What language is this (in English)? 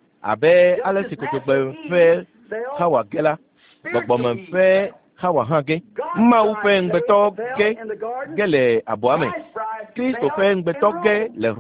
Ewe